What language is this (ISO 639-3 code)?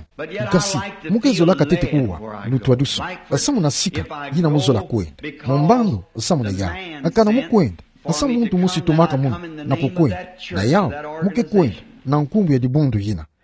ktu